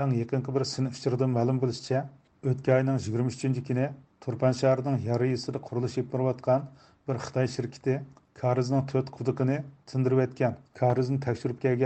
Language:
Uyghur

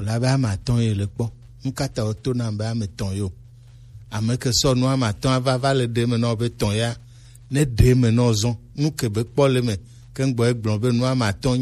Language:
Gen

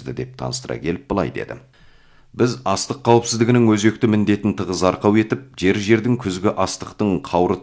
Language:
Kazakh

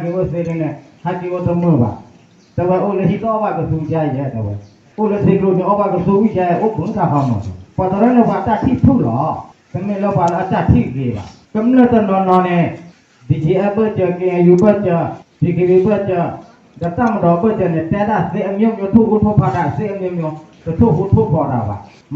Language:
S'gaw Karen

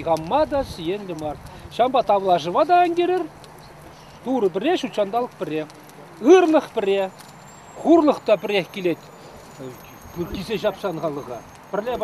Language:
Chuvash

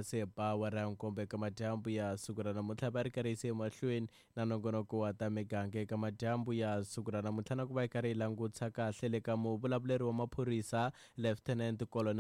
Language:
Tsonga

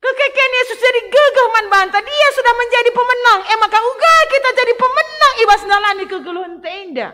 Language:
Batak Karo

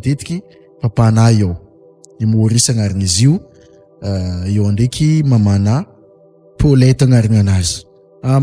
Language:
Malagasy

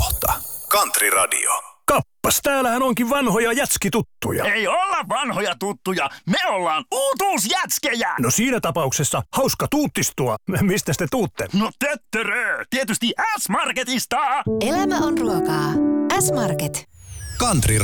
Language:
Finnish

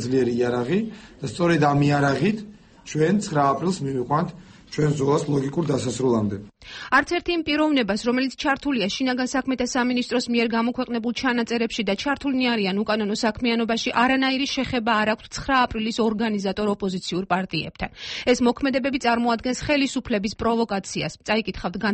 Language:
Georgian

